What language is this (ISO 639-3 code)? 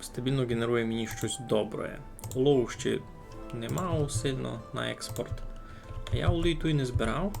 rue